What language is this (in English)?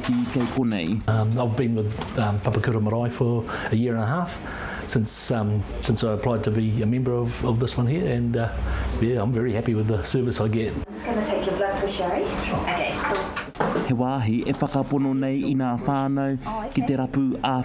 Māori